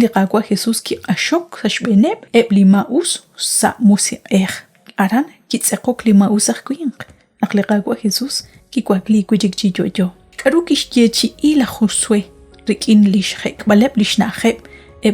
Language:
Kekchí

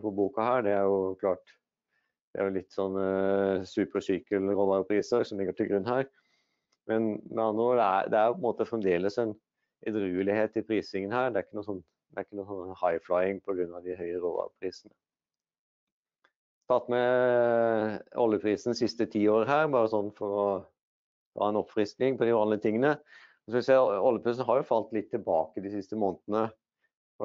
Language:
Norwegian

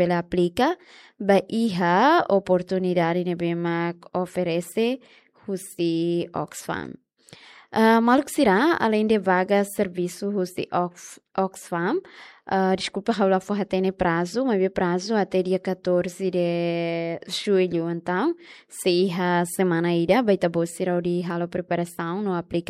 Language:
Tetum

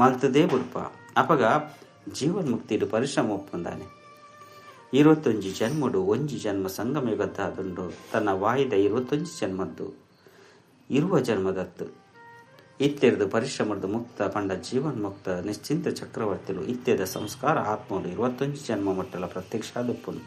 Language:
Tulu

